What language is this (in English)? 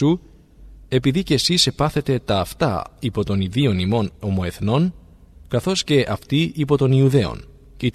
Greek